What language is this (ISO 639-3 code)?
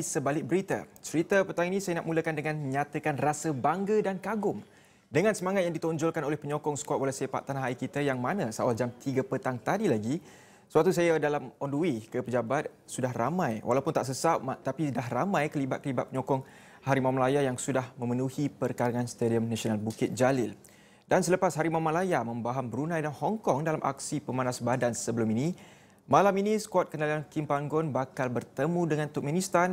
msa